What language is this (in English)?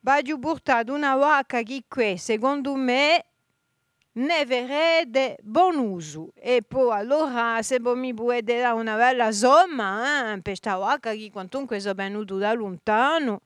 Corsican